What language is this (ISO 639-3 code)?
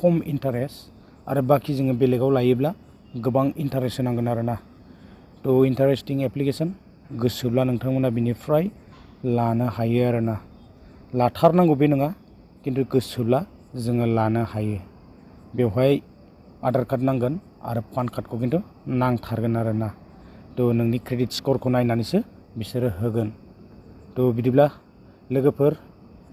brx